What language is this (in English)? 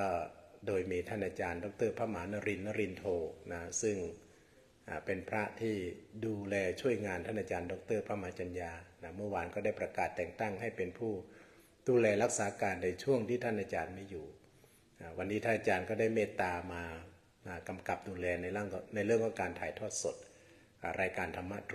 Thai